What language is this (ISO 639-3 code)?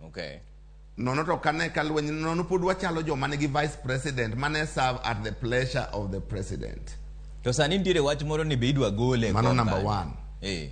luo